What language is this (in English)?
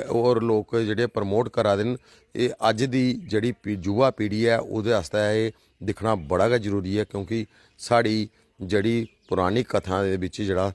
Dogri